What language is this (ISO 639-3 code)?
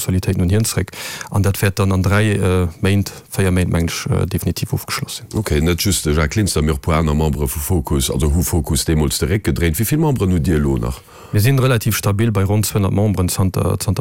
ltz